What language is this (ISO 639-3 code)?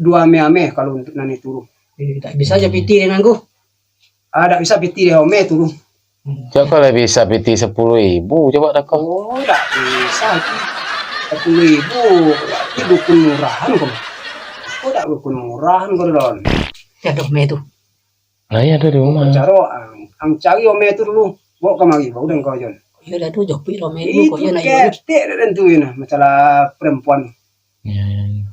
min